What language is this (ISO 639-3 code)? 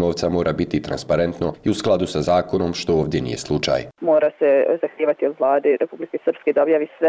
bos